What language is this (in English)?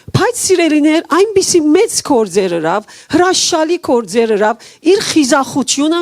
Western Armenian